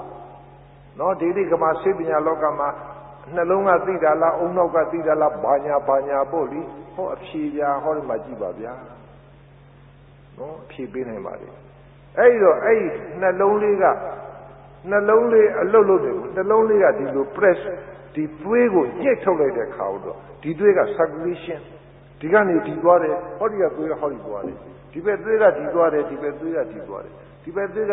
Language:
Burmese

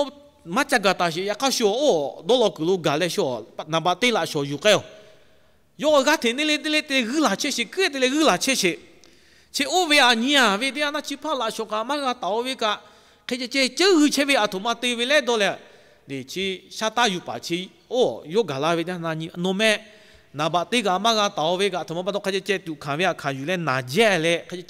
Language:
Lahu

